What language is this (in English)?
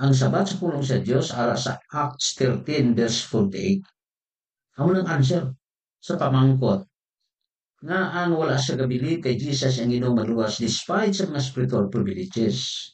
Hiligaynon